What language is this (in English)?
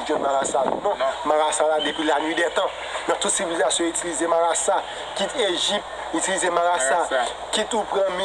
Haitian Creole